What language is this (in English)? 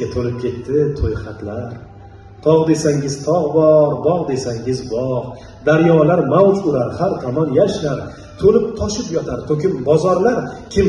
Uzbek